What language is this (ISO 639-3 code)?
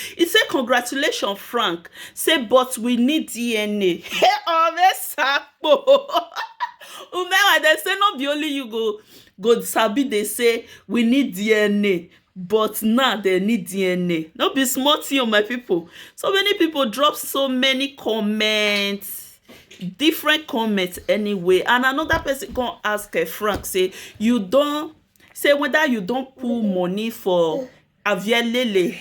pcm